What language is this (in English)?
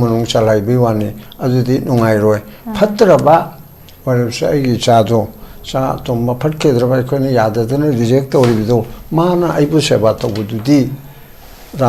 Manipuri